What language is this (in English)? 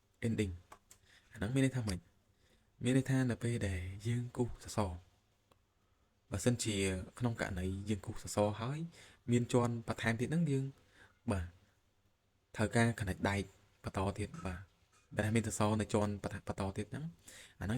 Khmer